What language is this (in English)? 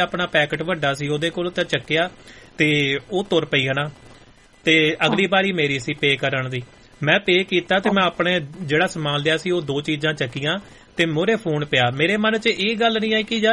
Punjabi